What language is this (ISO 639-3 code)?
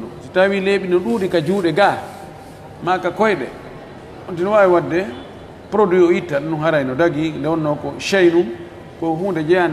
ful